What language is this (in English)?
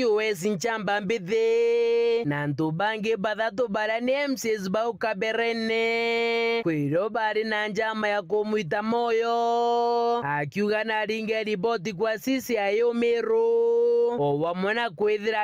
Meru